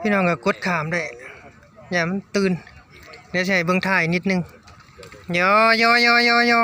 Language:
Northeastern Thai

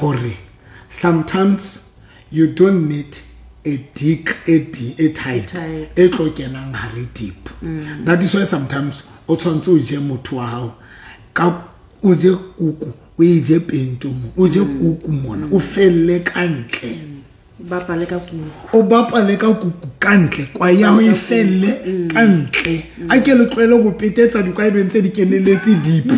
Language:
Southern Sotho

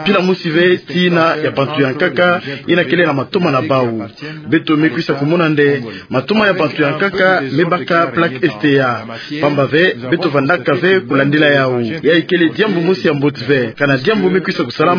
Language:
Kituba (Democratic Republic of Congo)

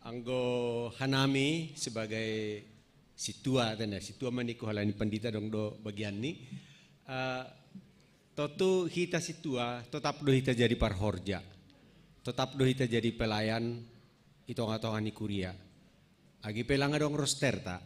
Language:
Batak Simalungun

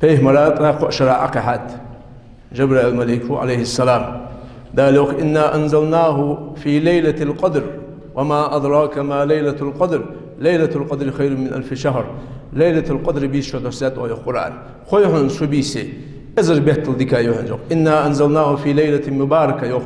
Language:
Ingush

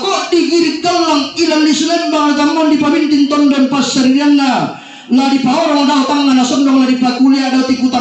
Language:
Toraja-Sa'dan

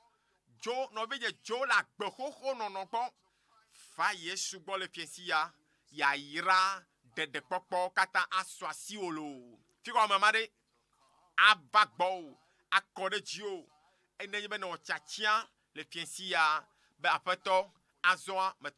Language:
Ewe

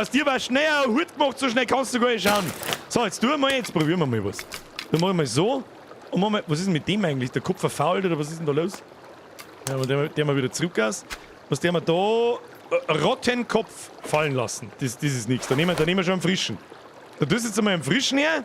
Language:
Bavarian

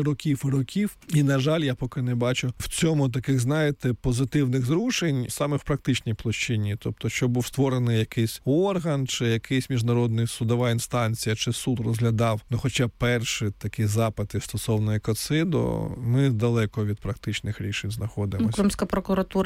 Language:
Ukrainian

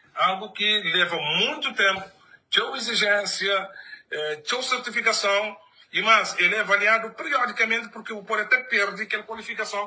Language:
Kabuverdianu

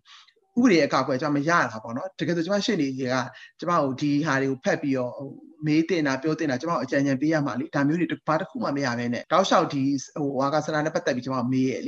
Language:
Burmese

